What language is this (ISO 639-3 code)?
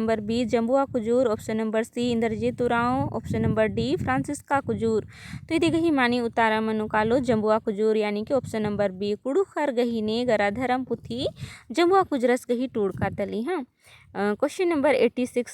kru